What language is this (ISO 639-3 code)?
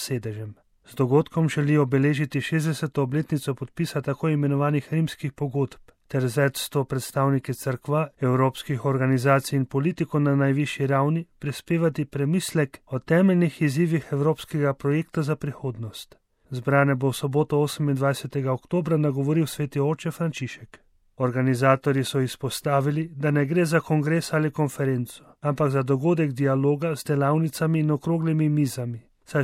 slv